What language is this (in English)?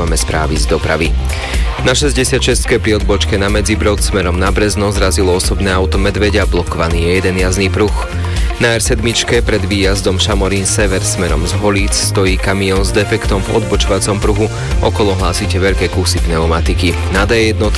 Slovak